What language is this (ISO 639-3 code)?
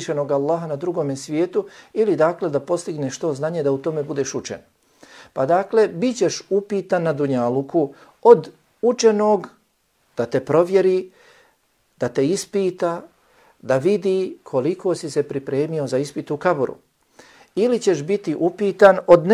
bos